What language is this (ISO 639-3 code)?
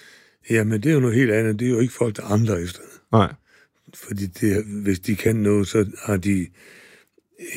dan